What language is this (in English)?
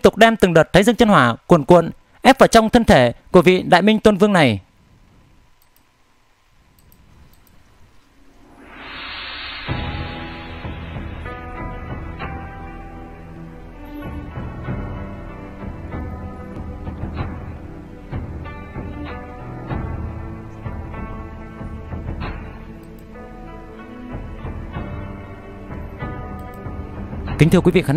Vietnamese